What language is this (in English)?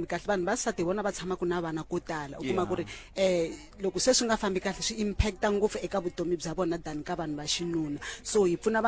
Tsonga